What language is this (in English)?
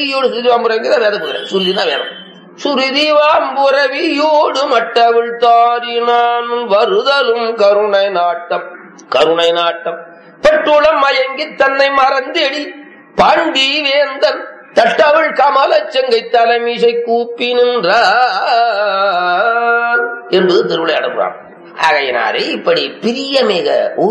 Tamil